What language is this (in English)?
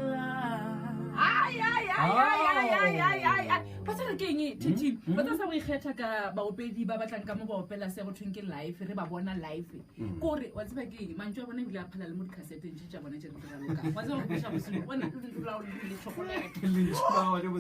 Northern Sotho